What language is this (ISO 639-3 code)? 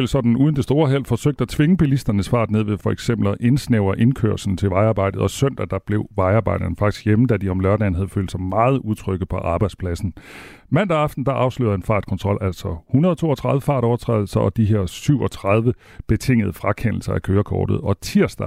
dan